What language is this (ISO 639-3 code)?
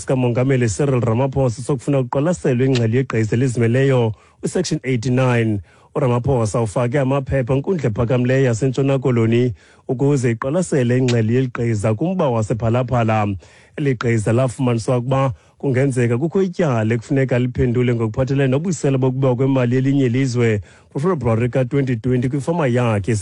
xho